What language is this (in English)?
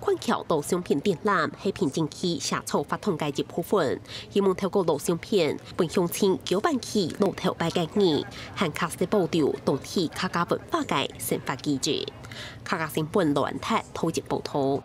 Hakka Chinese